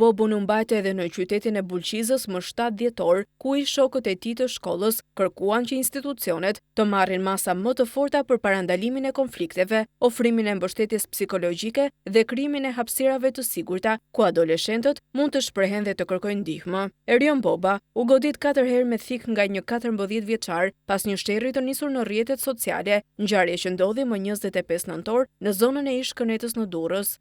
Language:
Albanian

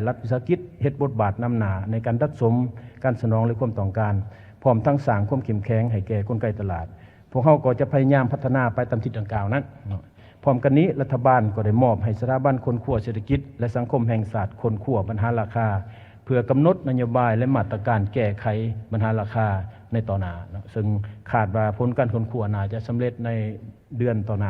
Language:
Lao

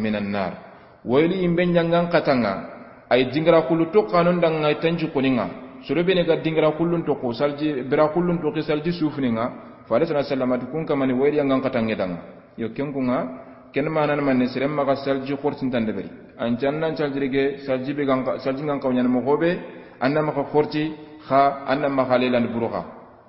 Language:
Soninke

